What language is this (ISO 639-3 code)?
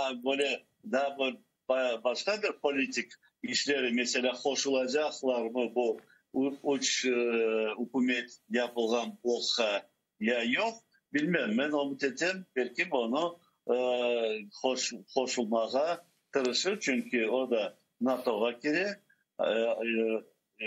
crh